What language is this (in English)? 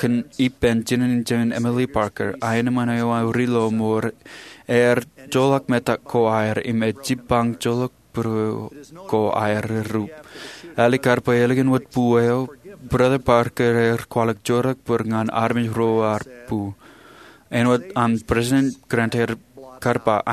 Marshallese